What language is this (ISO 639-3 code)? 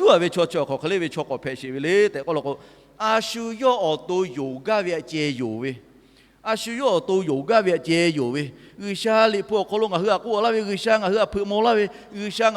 lhu